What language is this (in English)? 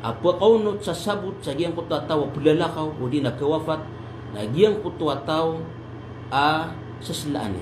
Maranao